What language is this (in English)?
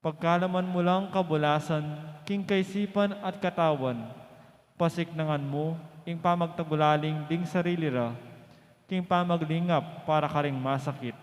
Pampanga